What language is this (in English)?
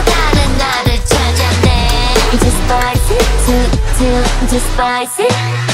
Korean